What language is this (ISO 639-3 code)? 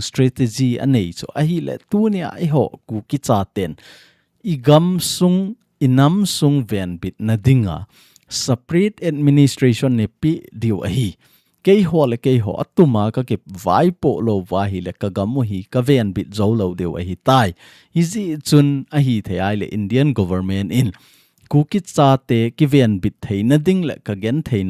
tcz